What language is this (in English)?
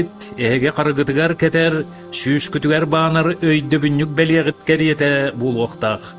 Yakut